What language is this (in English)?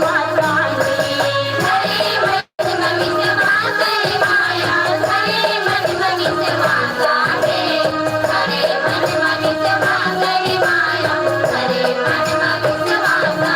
Chhattisgarhi